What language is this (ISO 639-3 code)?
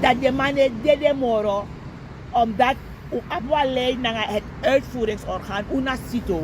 srn